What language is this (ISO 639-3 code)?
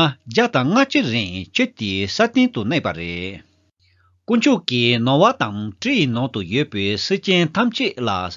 bod